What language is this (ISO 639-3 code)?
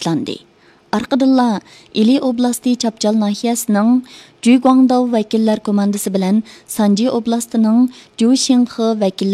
uig